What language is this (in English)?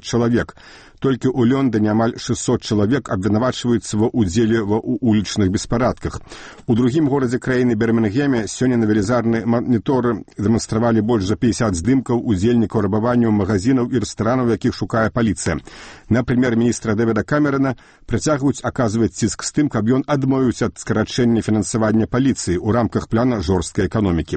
Belarusian